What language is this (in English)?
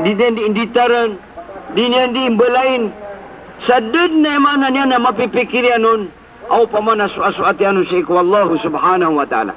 Maranao